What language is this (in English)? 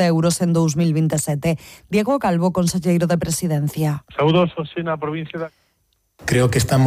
Galician